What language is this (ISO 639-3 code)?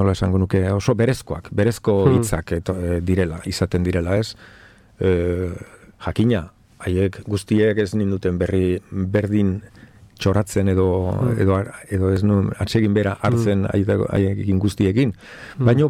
eus